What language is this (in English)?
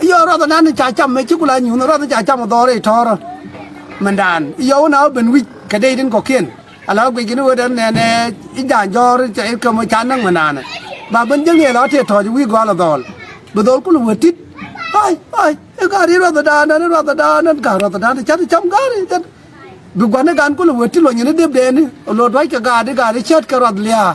Nuer